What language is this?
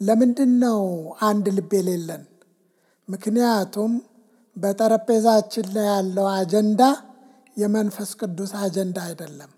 Amharic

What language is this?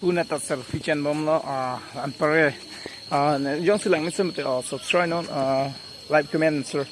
Karbi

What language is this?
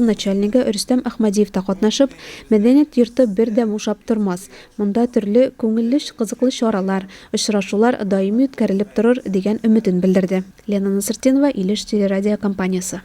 Tatar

